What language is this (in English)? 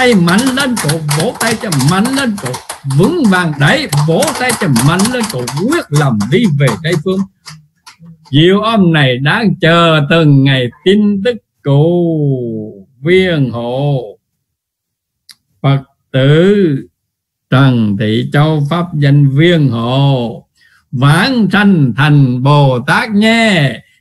Vietnamese